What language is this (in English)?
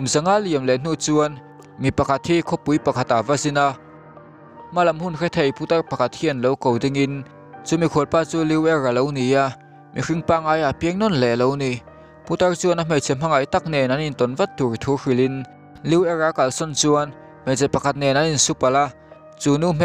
Mizo